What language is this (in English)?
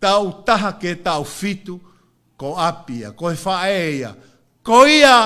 Tongan